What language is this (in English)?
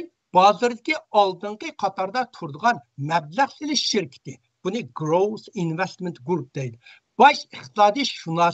Uyghur